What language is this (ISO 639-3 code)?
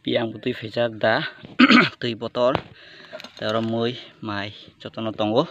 trp